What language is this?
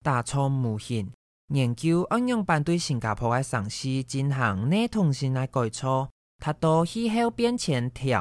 Hakka Chinese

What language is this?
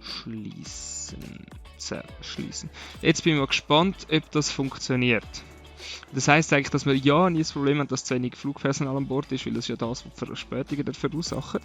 Swiss German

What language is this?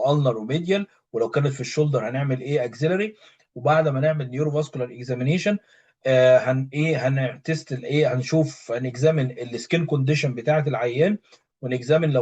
Egyptian Arabic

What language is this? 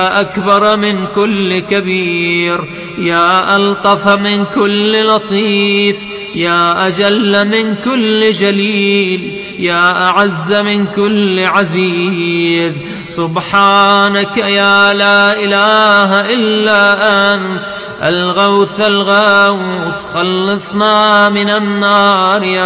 Arabic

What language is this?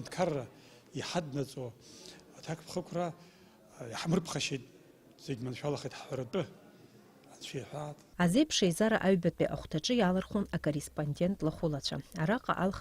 Abkhazian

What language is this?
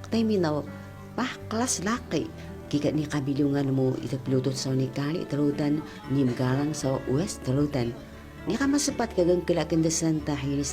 Taroko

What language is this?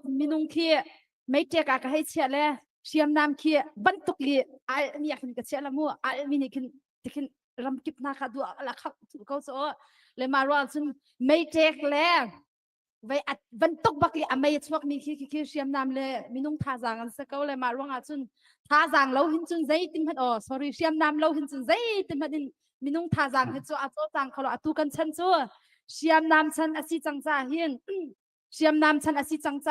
Hakha Chin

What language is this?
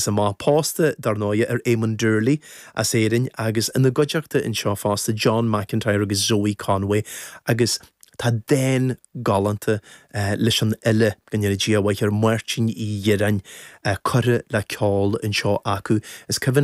Irish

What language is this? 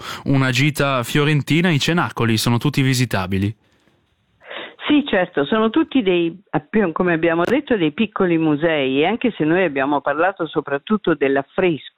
Italian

